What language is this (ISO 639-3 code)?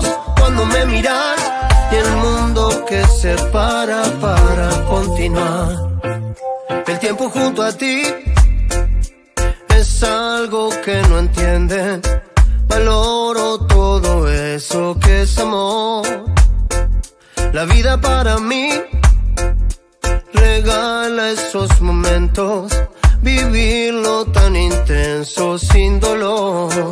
spa